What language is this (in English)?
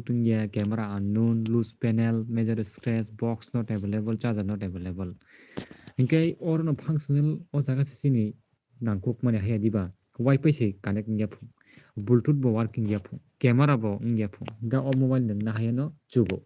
Kok Borok